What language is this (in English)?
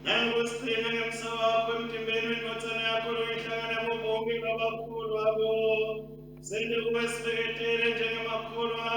Swati